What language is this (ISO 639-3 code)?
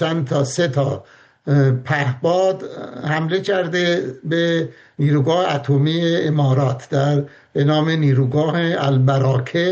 fas